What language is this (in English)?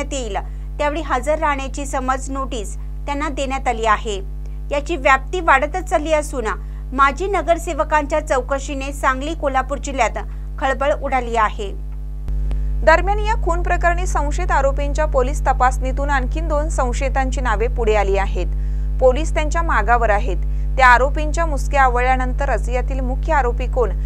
Marathi